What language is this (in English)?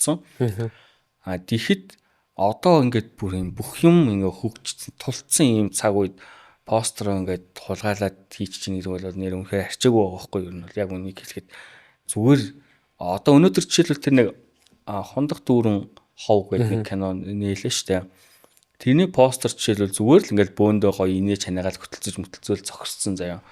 Mongolian